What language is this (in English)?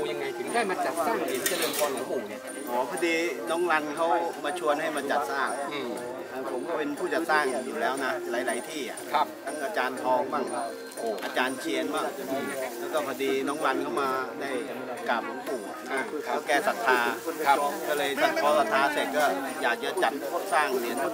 Thai